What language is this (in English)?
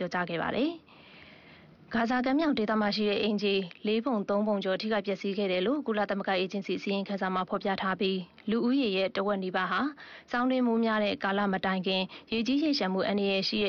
Burmese